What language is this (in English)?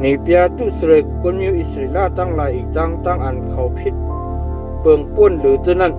Shan